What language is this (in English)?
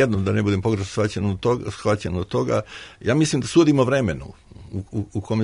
Serbian